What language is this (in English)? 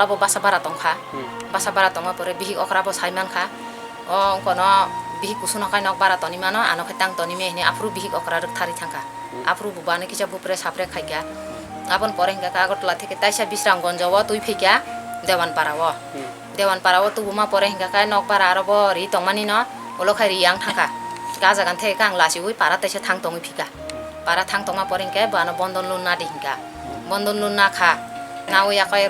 Kok Borok